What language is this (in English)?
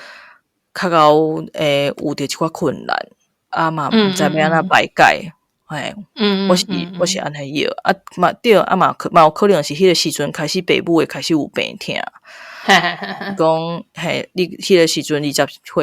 Min Nan Chinese